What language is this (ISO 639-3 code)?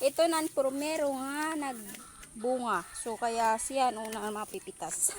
war